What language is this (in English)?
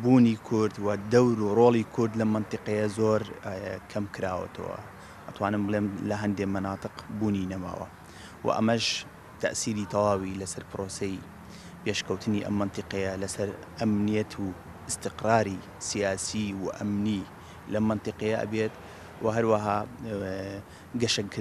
Central Kurdish